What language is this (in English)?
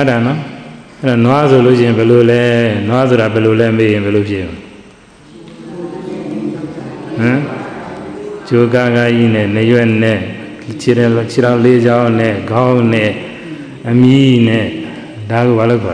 Burmese